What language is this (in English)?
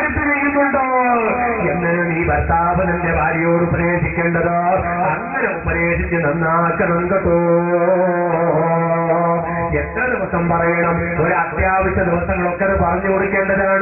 Malayalam